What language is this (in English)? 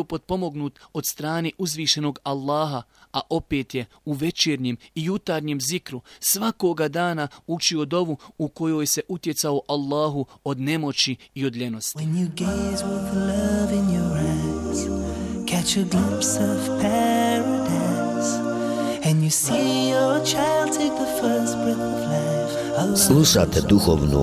Bosnian